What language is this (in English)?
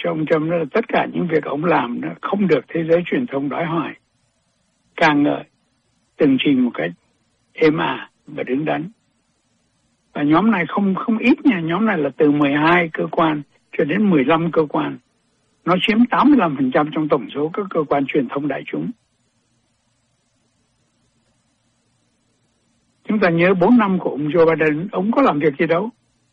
Vietnamese